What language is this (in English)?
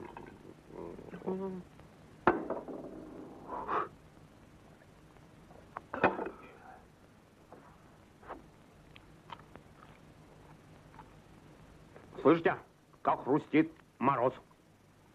Russian